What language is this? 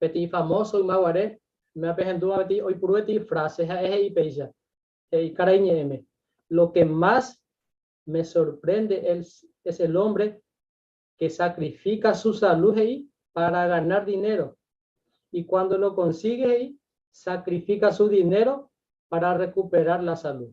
Guarani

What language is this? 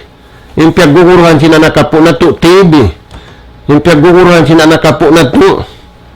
Tausug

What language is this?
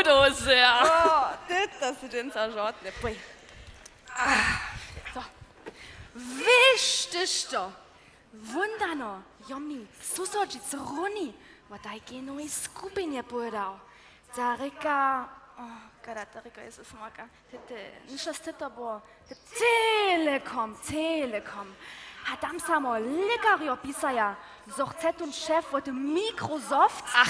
Upper Sorbian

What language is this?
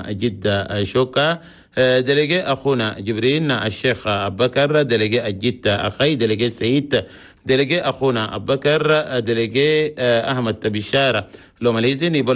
Chadian Arabic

